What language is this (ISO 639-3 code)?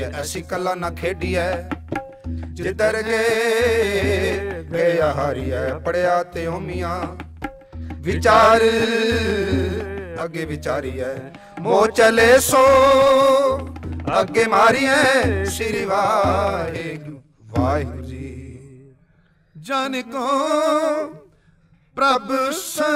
pan